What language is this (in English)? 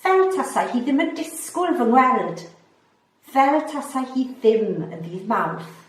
Welsh